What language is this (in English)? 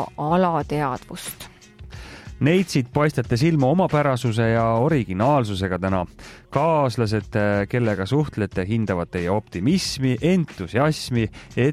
Estonian